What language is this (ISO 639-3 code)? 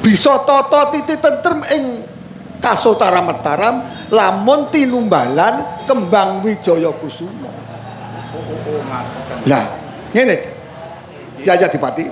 jav